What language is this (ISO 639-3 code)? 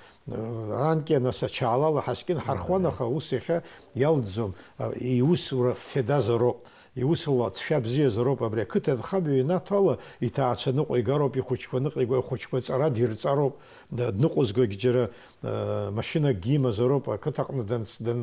abk